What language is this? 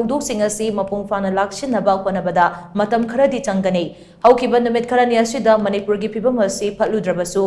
Manipuri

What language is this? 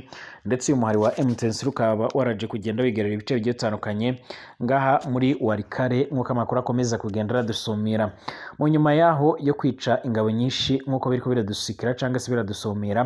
Rundi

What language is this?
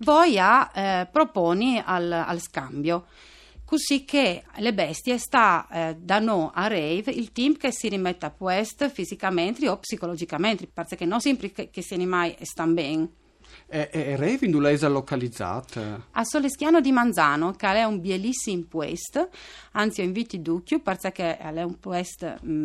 Friulian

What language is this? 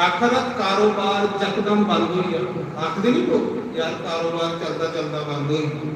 Dogri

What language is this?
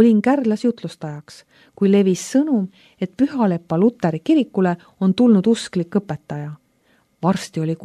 Estonian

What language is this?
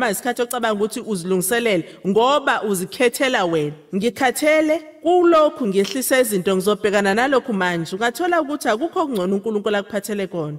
Zulu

